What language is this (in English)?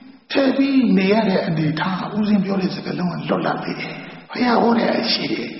Burmese